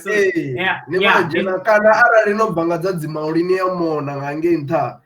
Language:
Venda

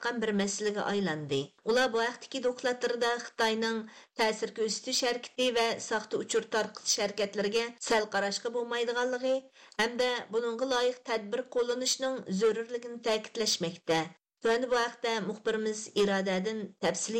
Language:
Uyghur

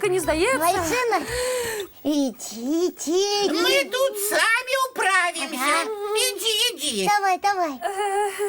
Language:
Belarusian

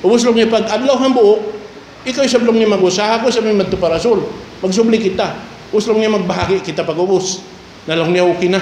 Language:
Tausug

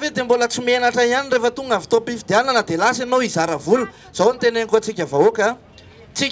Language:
Malagasy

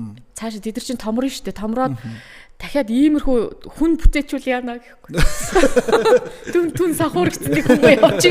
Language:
Mongolian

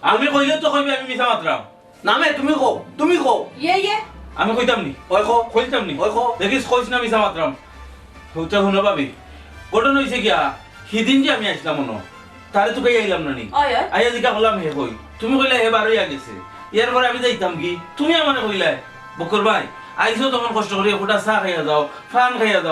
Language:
Sylheti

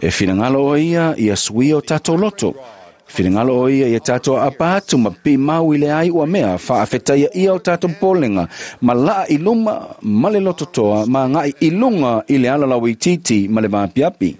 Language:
Samoan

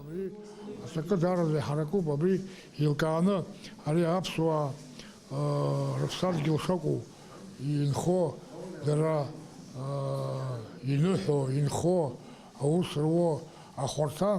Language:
Abkhazian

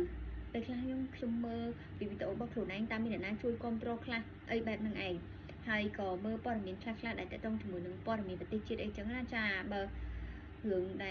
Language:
Khmer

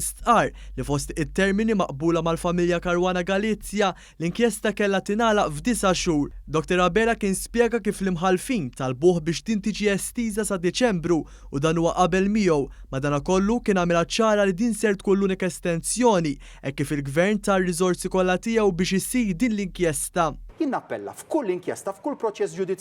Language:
Maltese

